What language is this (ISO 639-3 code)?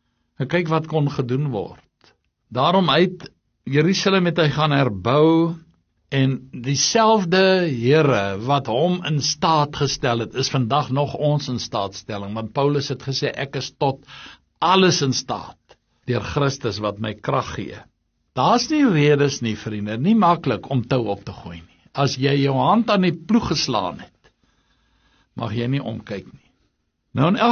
afr